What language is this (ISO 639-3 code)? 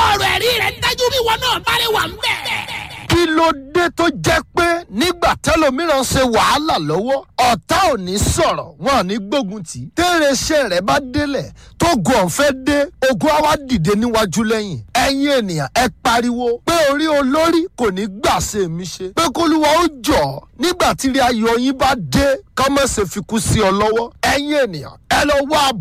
yor